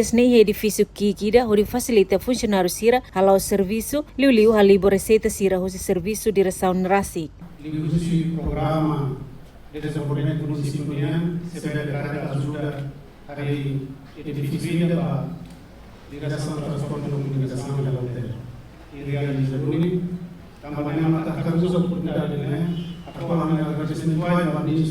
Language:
Tetum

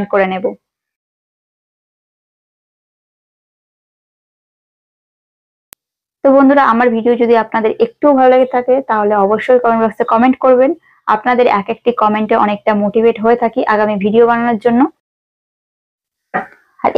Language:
Bangla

